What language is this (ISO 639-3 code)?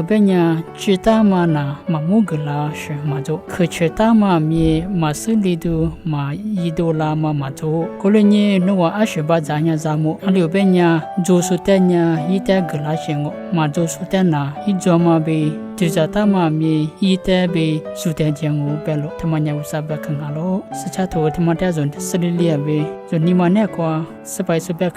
lis